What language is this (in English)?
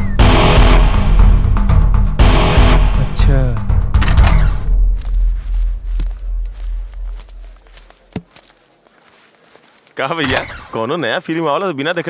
Bhojpuri